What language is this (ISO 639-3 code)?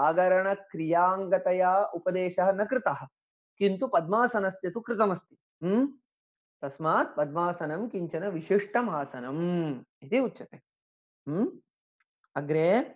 san